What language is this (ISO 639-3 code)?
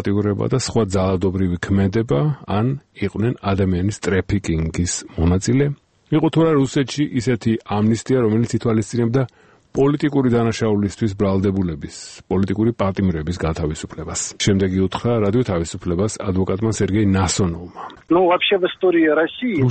kat